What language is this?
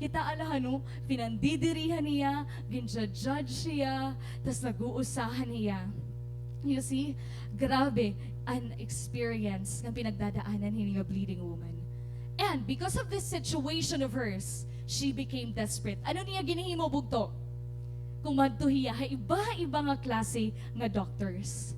Waray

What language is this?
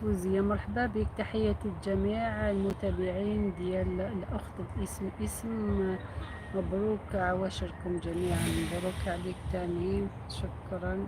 Algerian Arabic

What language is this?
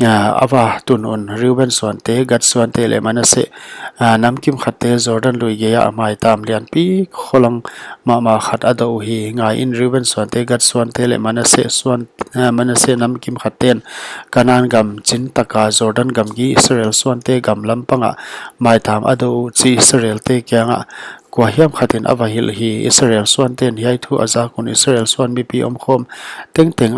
Paite Chin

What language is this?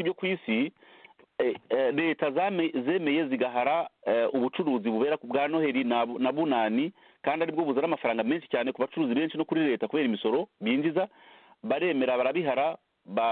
Kinyarwanda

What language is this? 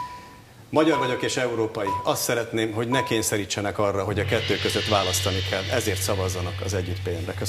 Hungarian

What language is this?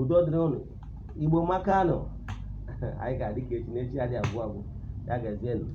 Igbo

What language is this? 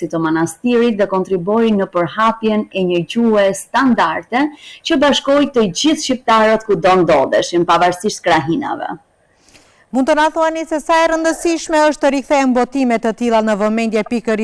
Albanian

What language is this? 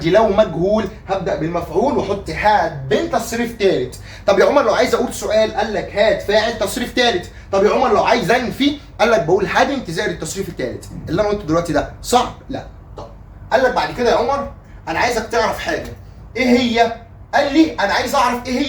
Egyptian Arabic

